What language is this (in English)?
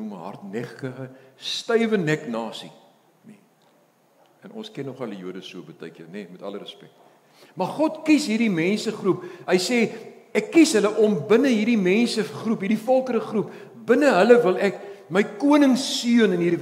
Afrikaans